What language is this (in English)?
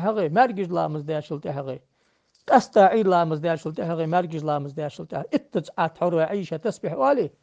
Ingush